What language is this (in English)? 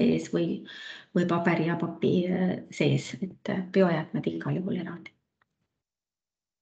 Estonian